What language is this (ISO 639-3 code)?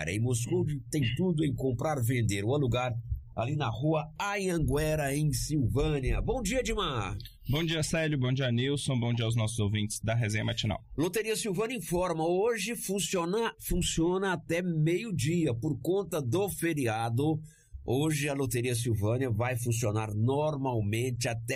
por